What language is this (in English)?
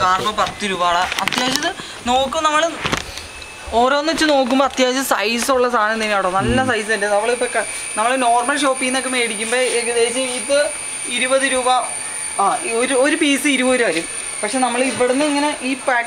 Malayalam